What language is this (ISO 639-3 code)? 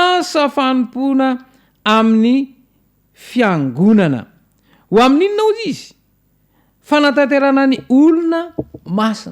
mlg